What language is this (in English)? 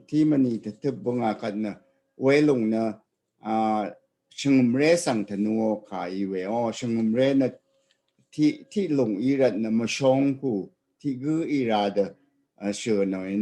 Rawang